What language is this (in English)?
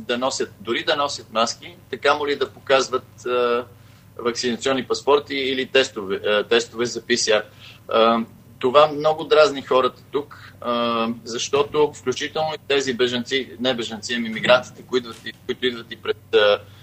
Bulgarian